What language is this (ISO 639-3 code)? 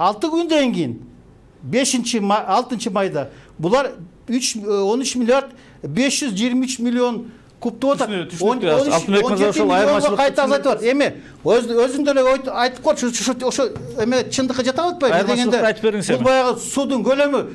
kir